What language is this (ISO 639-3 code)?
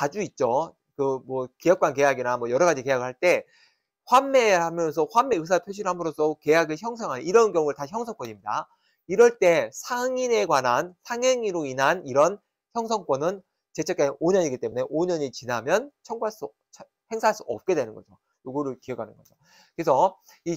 kor